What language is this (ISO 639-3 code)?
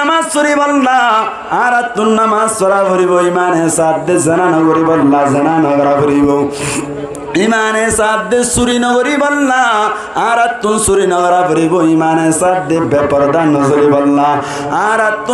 rhg